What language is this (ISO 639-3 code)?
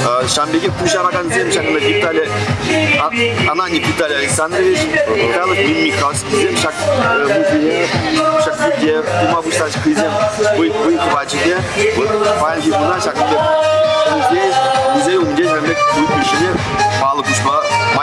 chv